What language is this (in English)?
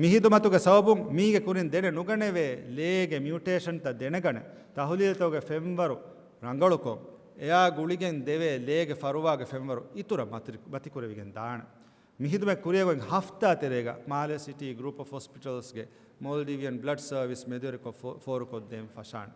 Divehi